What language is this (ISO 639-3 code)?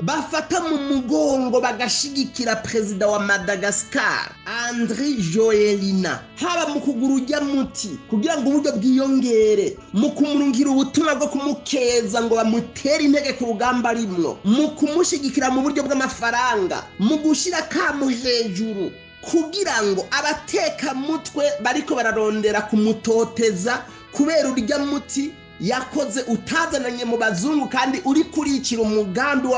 run